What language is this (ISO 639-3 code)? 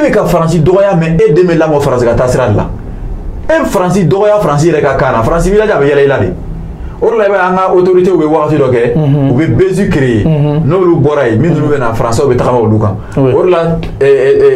bam